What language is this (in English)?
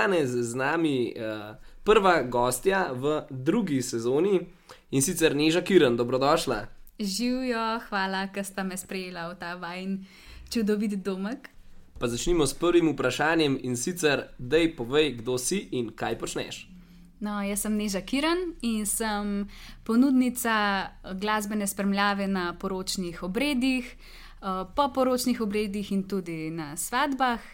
Slovenian